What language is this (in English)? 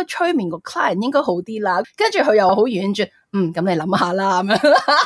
Cantonese